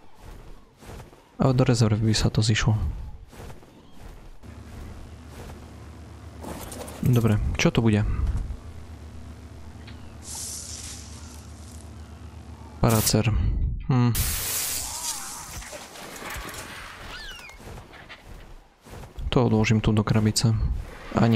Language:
Slovak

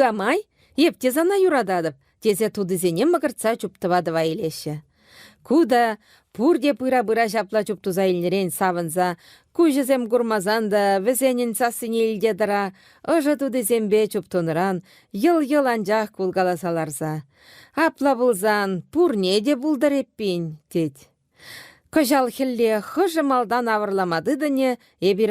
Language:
Chuvash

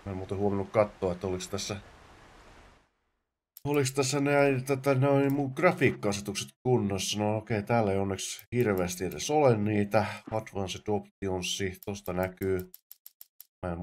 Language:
Finnish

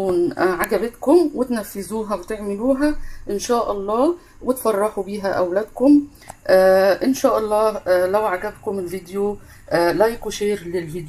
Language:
Egyptian Arabic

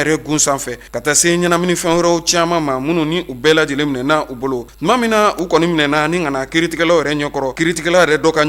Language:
Bambara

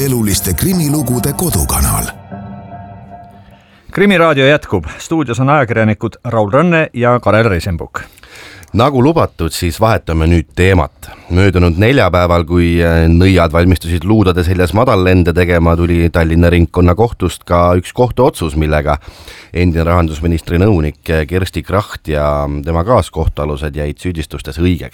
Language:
Estonian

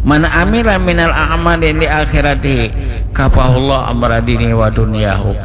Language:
Banjar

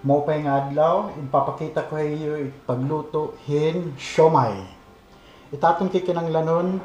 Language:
Waray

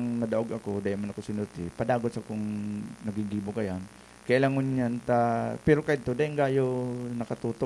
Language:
Bikol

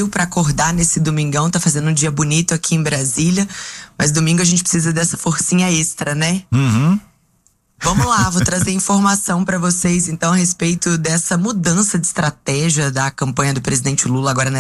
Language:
Portuguese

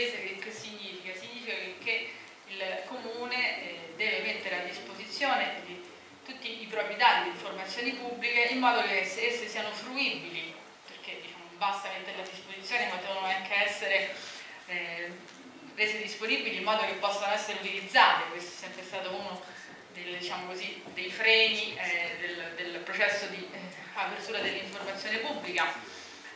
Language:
Italian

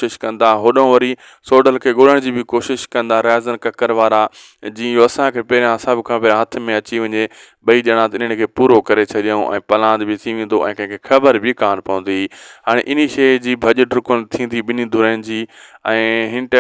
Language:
Sindhi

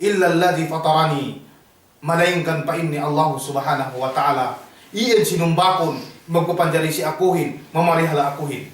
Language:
Yakan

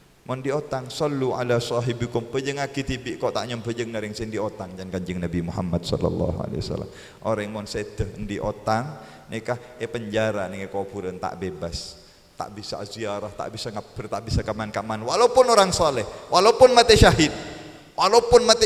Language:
Madurese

